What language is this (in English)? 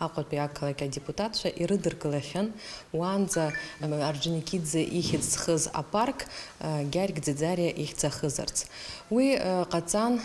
Abkhazian